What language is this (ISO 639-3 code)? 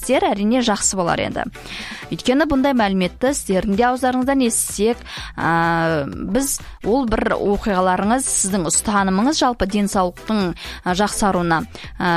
kaz